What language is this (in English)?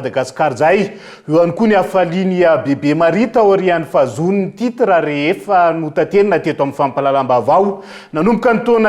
Malagasy